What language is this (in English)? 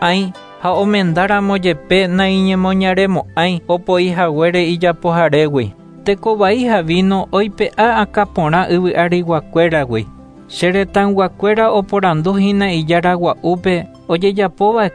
Guarani